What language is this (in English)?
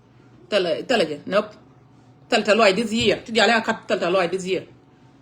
Nuer